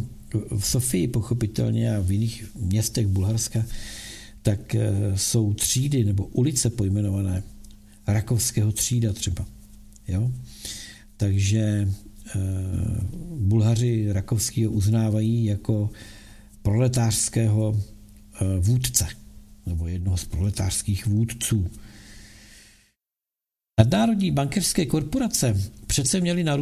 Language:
Czech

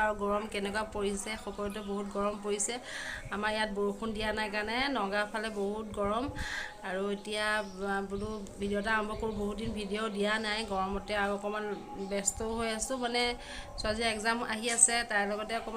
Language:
Assamese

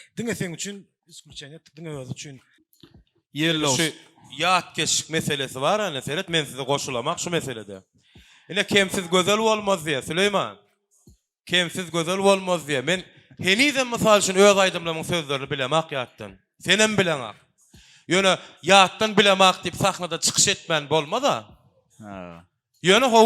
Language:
Turkmen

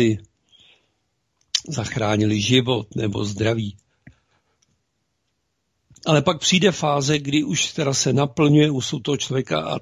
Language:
Czech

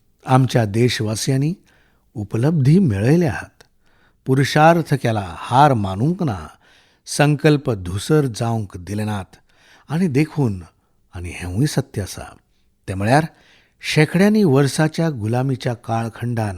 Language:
Konkani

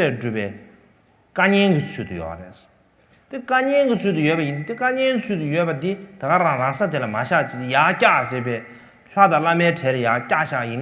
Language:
Tibetan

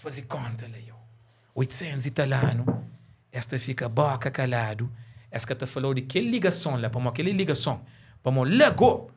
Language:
Kabuverdianu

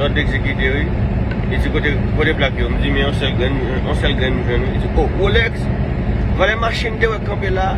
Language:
Haitian Creole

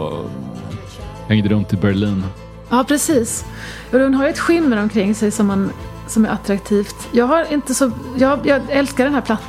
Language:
Swedish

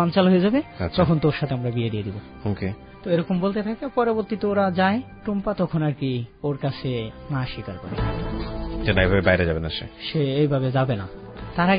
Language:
Bangla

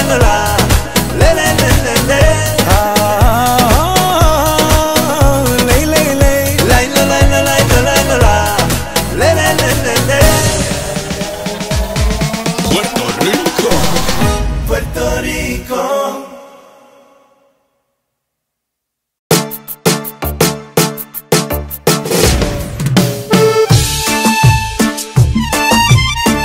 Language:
Romanian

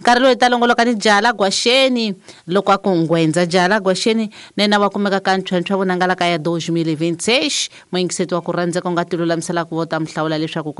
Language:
Tsonga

